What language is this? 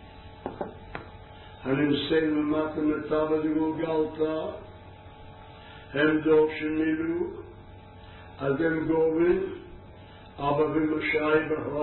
Hebrew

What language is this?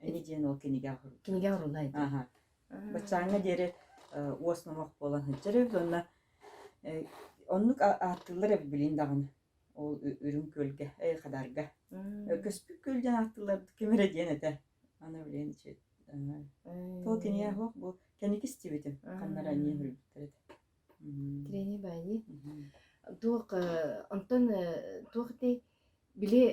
Yakut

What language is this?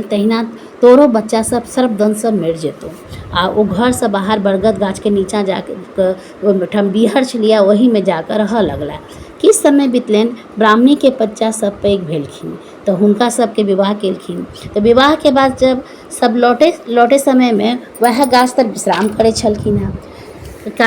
Maithili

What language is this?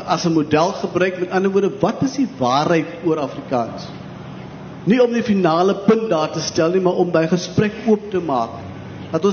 Afrikaans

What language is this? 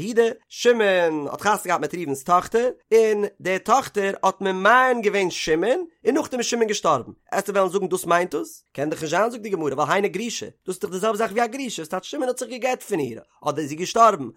Yiddish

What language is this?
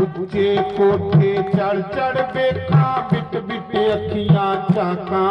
Dogri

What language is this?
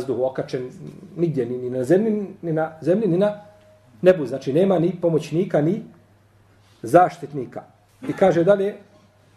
Bosnian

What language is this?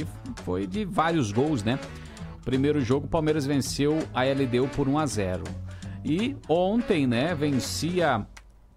Portuguese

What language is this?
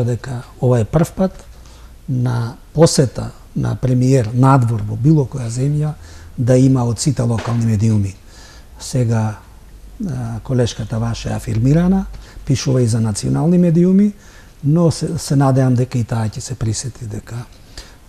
Macedonian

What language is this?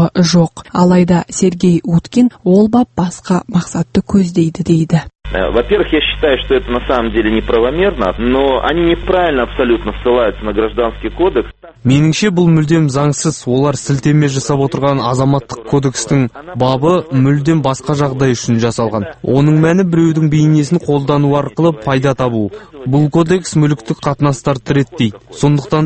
Kazakh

